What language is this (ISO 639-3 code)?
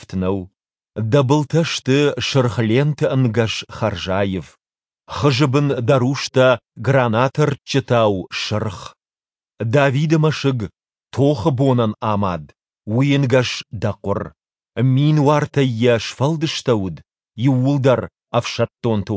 oss